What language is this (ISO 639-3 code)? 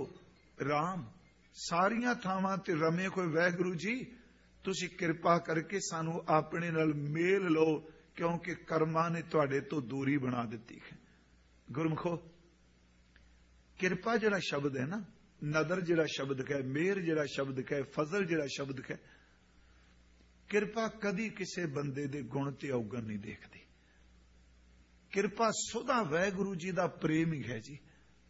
pan